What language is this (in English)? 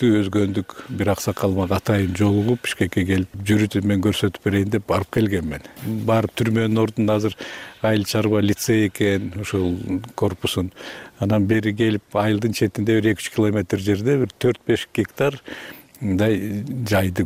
Kyrgyz